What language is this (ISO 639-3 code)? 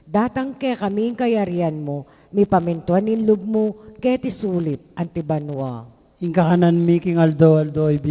pam